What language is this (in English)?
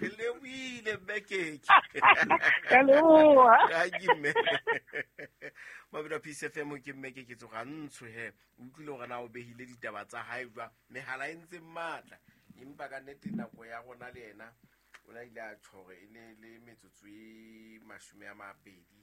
Southern Sotho